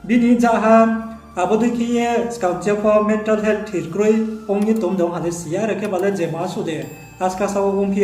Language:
Riang (India)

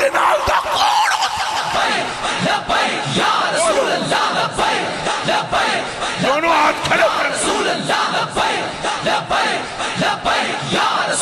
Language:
Urdu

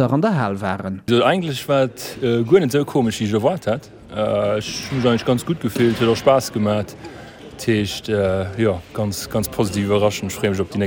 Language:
Luxembourgish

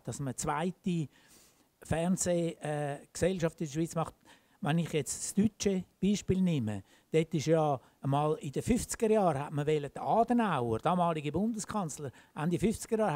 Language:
German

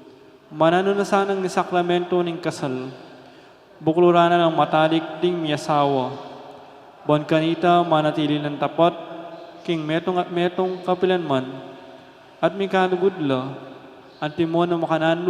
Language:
Pampanga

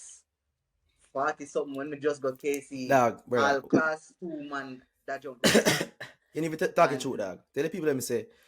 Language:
Jamaican Creole English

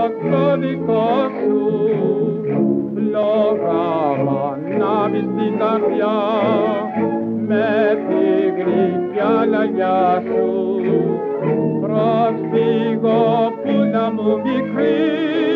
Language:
Greek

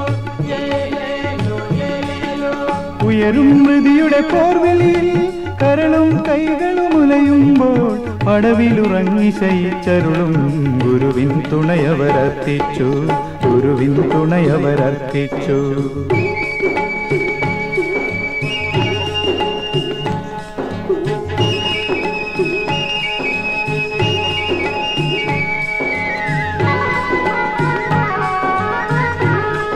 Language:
Malayalam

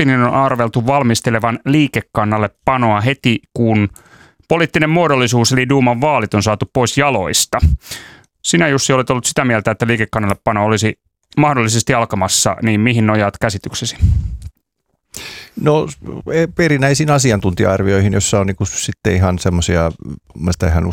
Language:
Finnish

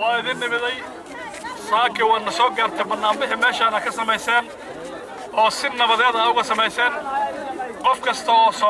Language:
Somali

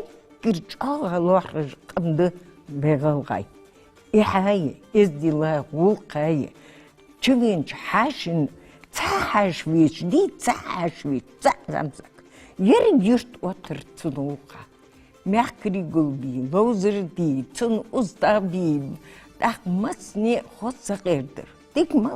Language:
Ingush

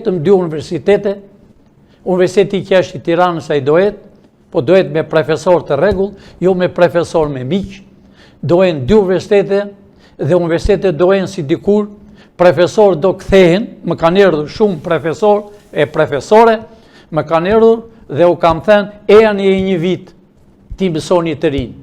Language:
Albanian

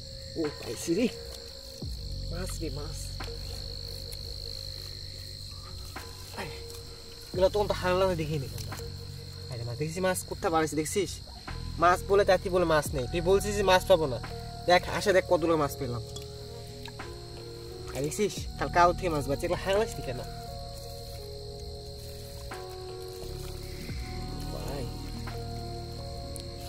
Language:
Bangla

